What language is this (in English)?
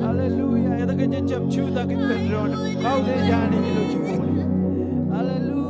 Marshallese